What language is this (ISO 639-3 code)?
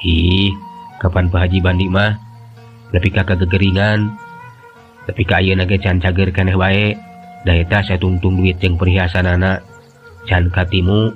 sun